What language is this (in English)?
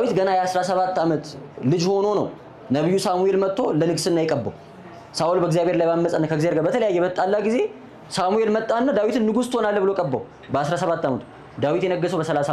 Amharic